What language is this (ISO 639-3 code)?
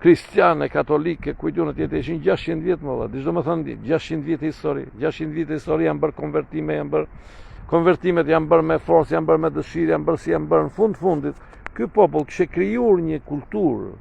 sqi